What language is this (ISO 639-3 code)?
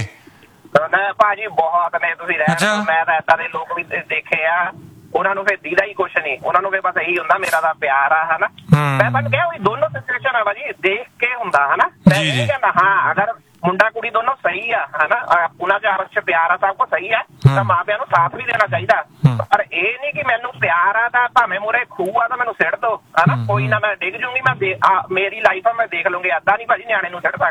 pan